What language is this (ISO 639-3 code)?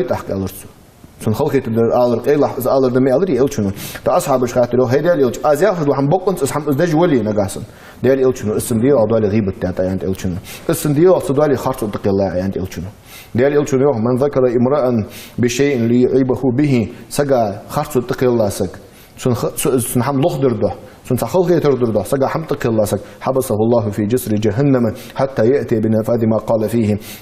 inh